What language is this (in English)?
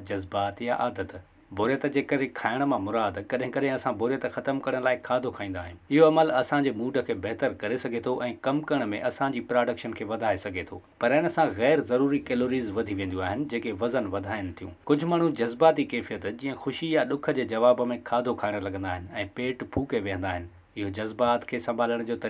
Sindhi